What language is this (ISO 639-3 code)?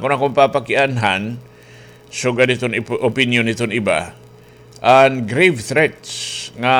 war